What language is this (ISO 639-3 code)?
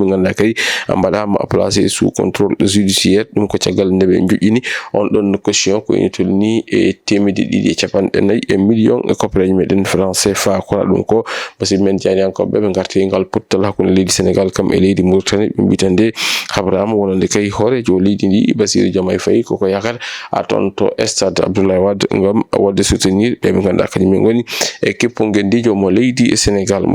ful